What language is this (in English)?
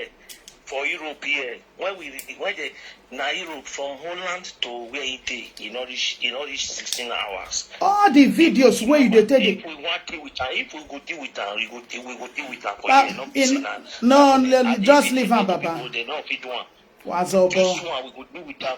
Nigerian Pidgin